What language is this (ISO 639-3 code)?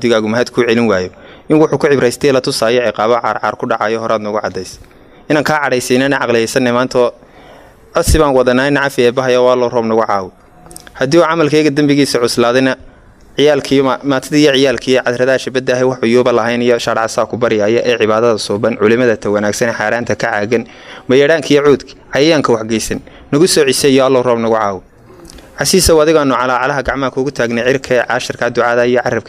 som